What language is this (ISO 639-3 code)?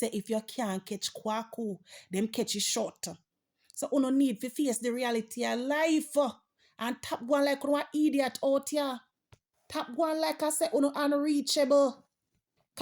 jam